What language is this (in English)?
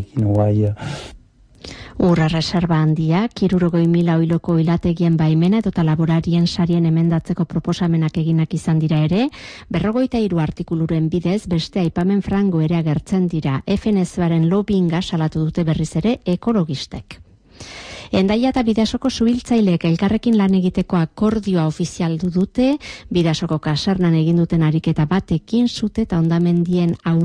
Basque